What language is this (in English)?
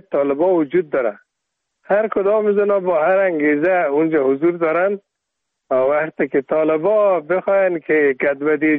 Persian